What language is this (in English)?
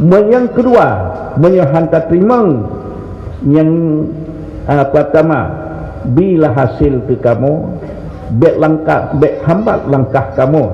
Achinese